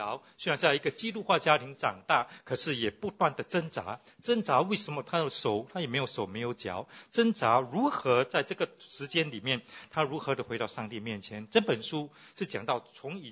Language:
Chinese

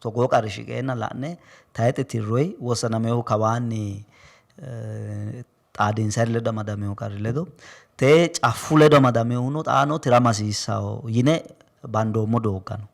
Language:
Sidamo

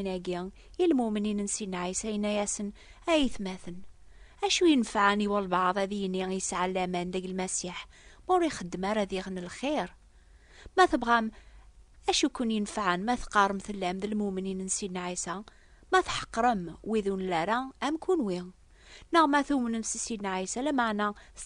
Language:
Kabyle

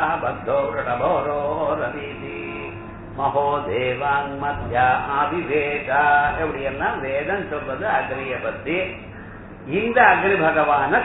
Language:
Tamil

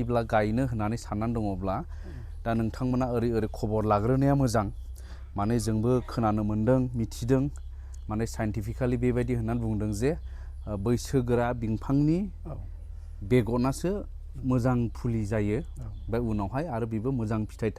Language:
Bodo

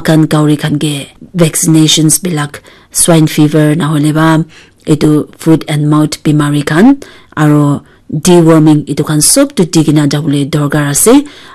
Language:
Naga Pidgin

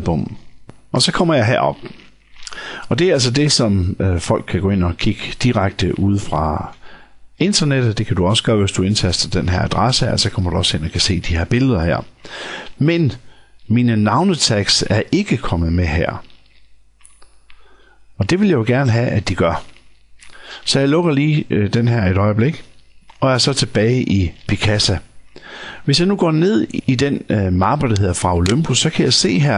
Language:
Danish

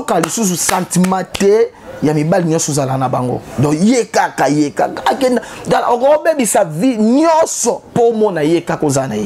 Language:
Lingala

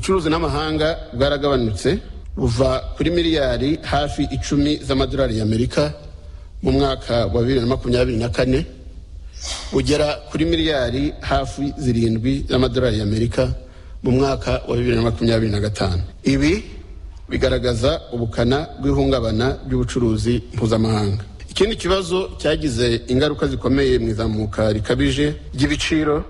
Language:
Kinyarwanda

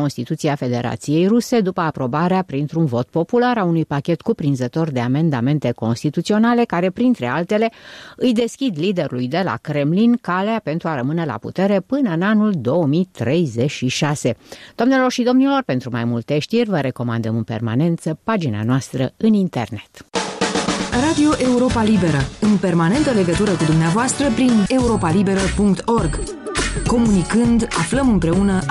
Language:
Romanian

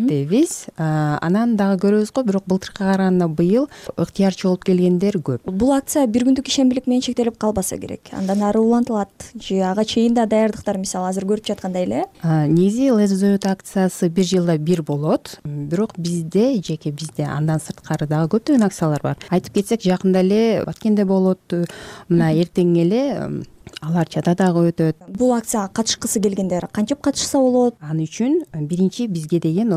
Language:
Kyrgyz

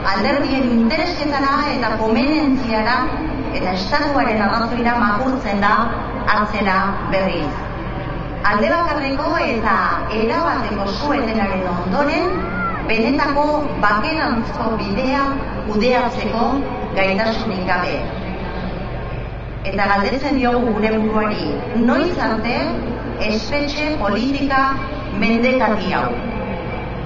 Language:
Basque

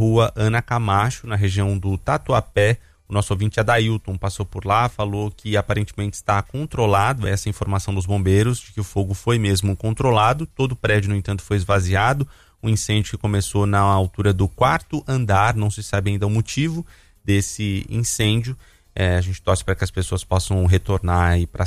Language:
Portuguese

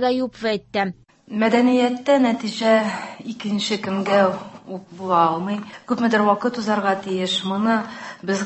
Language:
Tatar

